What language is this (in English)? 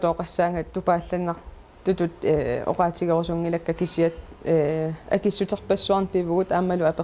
Kalaallisut